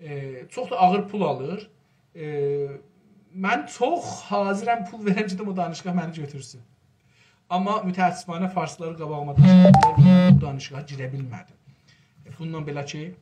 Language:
South Azerbaijani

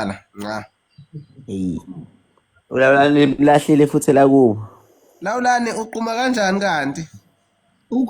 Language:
Zulu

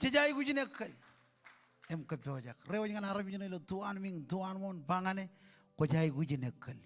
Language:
Marshallese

